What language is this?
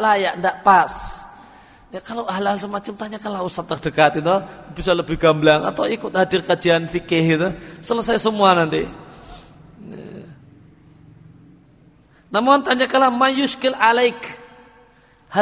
Indonesian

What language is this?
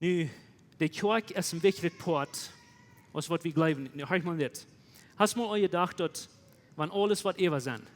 Plautdietsch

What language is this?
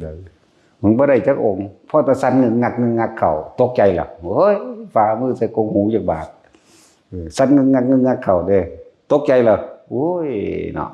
Northeastern Thai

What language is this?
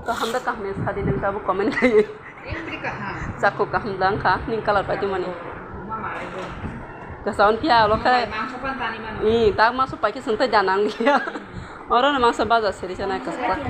Kok Borok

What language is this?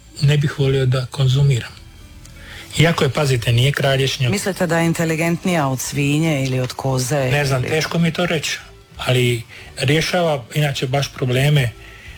Croatian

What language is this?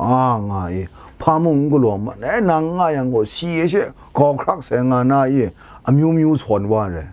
Kachin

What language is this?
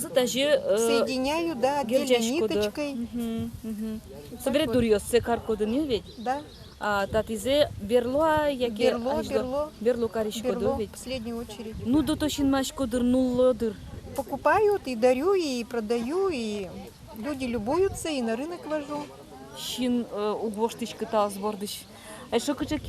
Udmurt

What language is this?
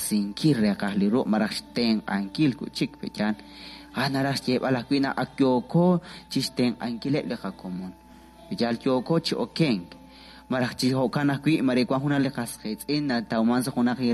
Kekchí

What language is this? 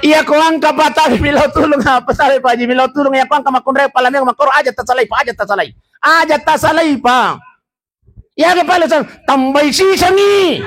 Buginese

